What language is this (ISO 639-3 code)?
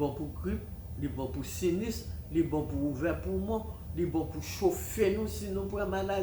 hat